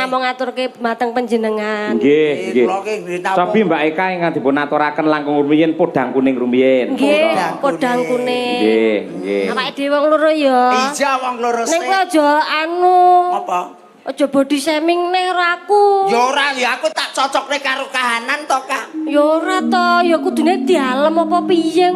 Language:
Javanese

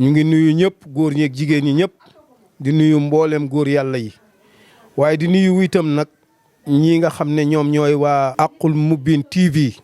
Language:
Wolof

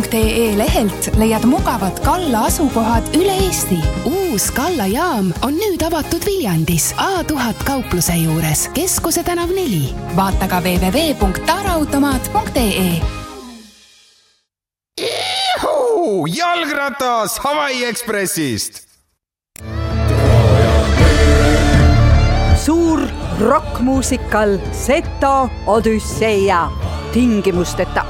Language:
Estonian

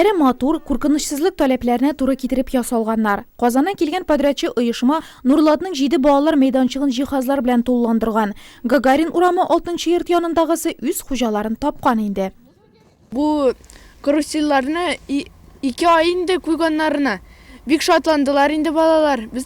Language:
Tatar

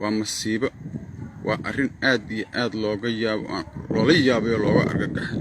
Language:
Somali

